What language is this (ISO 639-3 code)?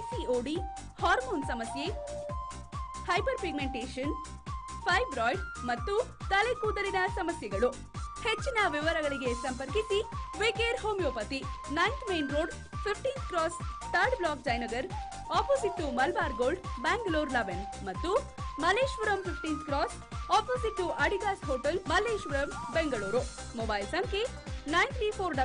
kan